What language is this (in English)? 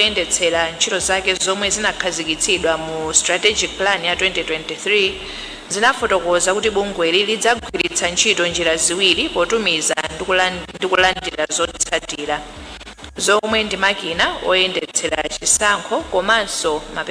Nyanja